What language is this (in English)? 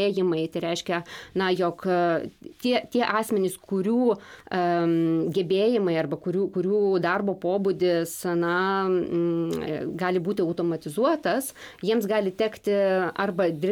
Lithuanian